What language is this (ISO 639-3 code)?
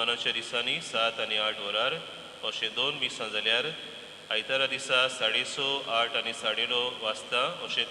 kok